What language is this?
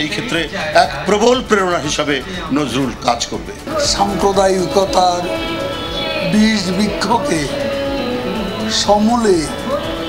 Bangla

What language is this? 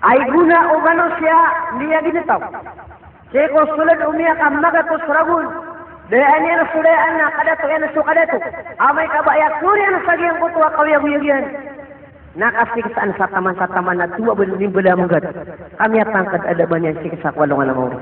Maranao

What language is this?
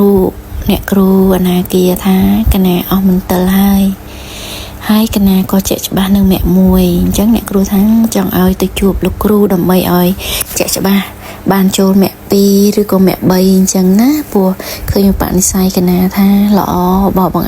Khmer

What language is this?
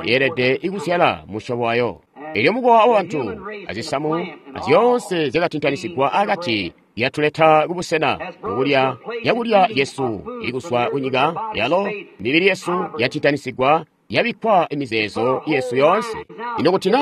Tonga (Zambia)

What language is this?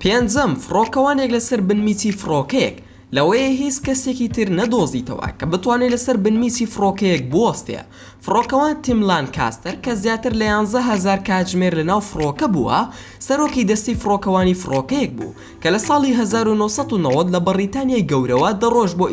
Central Kurdish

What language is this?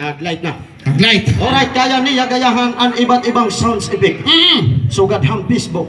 Waray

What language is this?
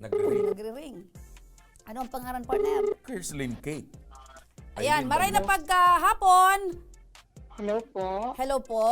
Bikol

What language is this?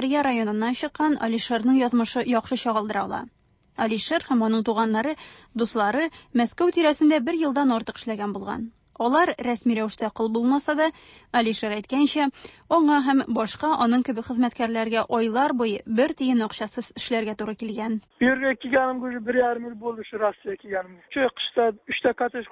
Tatar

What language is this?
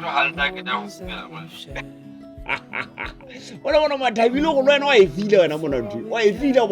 Southern Sotho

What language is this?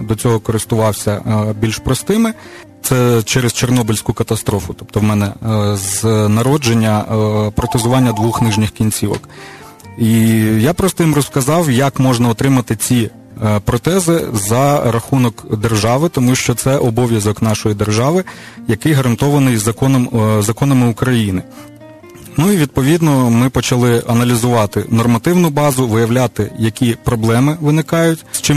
Ukrainian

